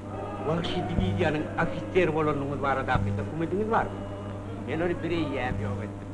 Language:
Turkmen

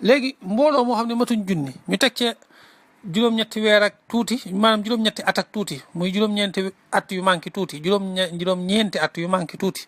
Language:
Wolof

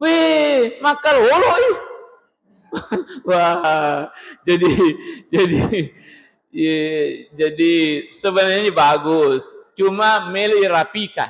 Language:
Buginese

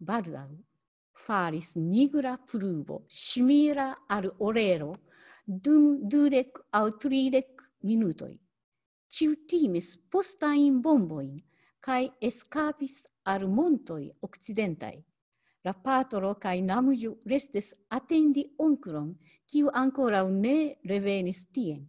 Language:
Esperanto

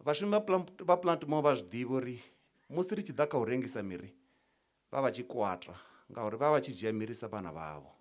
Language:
Venda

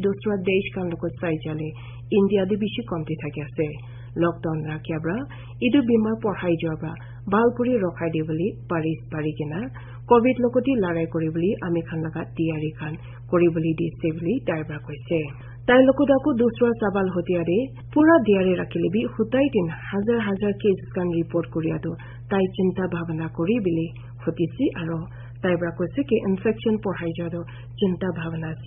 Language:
Naga Pidgin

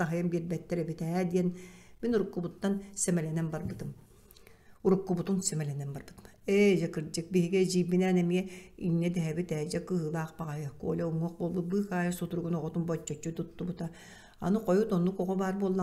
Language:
Yakut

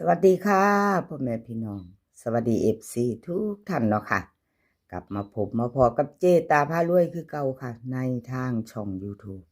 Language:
Northeastern Thai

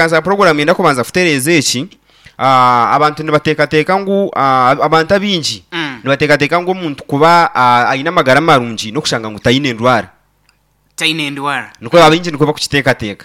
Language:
Nyankole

